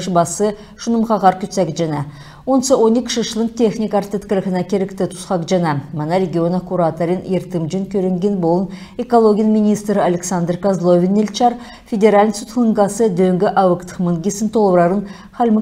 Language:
Kalmyk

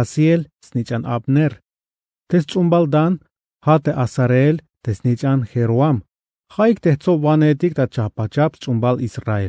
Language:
Tzeltal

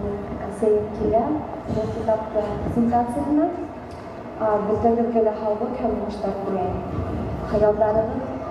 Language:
Bashkir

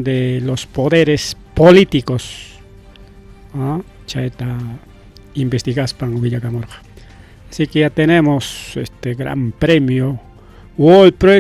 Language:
Ayacucho Quechua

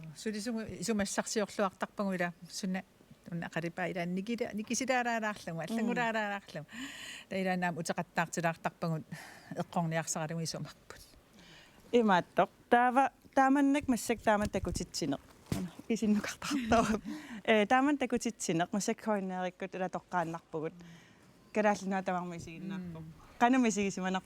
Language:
Kalaallisut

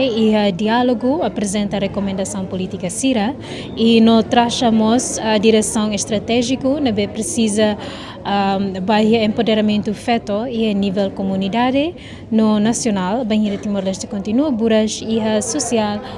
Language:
Tetum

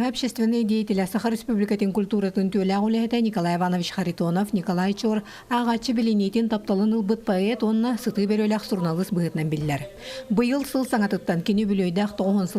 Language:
Yakut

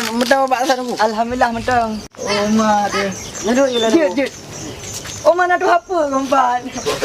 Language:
Achinese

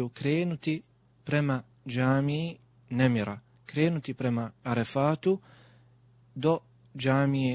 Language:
Bosnian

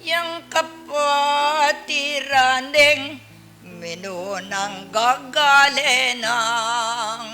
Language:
Pampanga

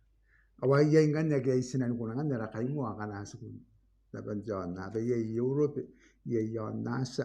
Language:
Gilbertese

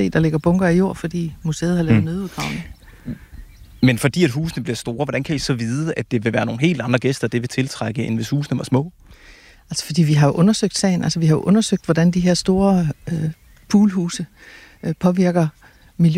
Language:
Danish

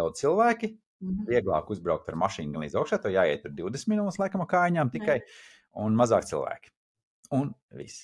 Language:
Latvian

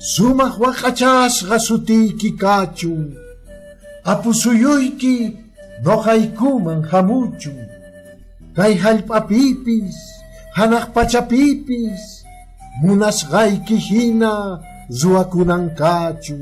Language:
Quechua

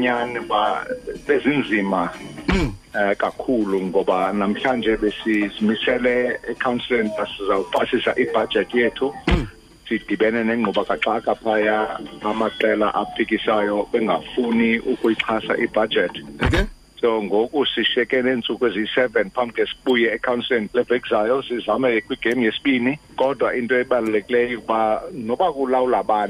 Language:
Xhosa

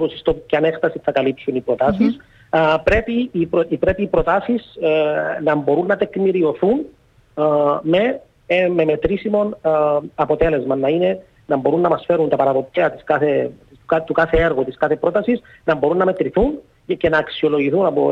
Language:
Greek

